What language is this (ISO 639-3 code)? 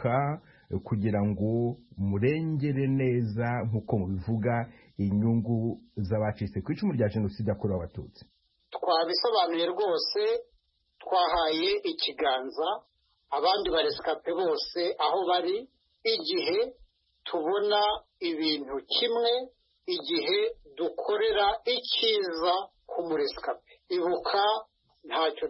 kin